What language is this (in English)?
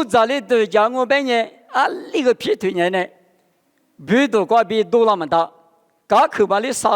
Lisu